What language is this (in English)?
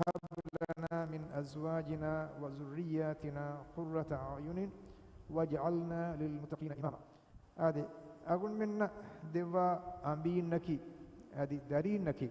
Divehi